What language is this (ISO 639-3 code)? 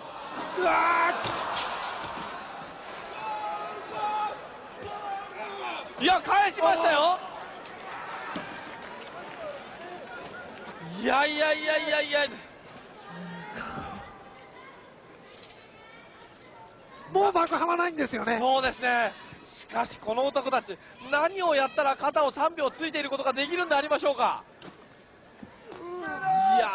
jpn